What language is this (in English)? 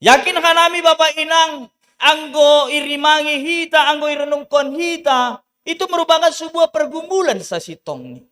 Batak Simalungun